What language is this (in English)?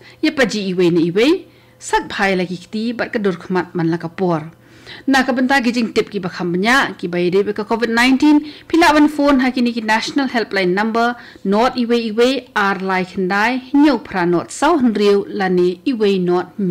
Khasi